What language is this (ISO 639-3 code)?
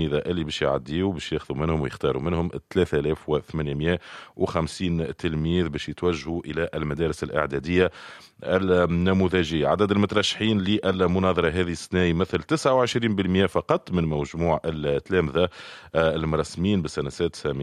aeb